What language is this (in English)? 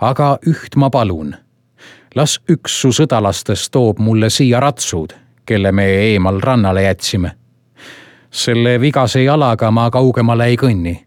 Estonian